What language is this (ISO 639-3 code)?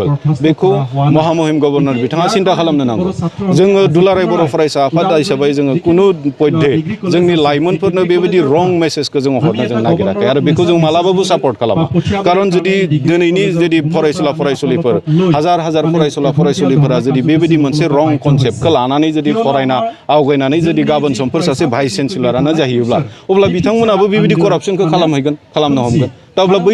brx